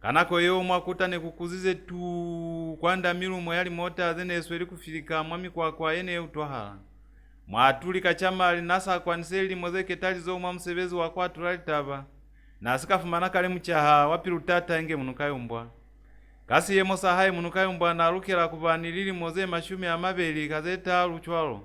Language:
Lozi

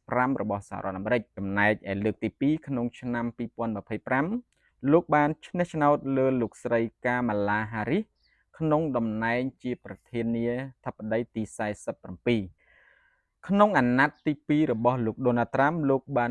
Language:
Khmer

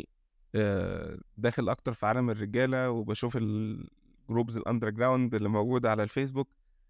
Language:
Egyptian Arabic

